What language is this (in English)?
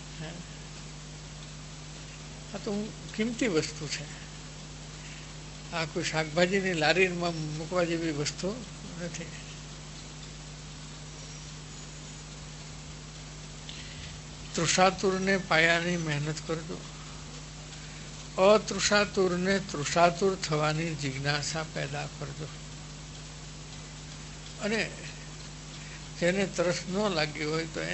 Gujarati